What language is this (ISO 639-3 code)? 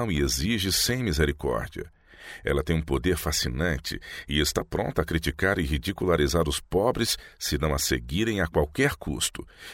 por